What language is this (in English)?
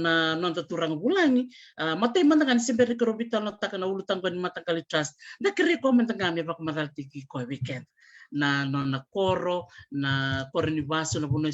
Fijian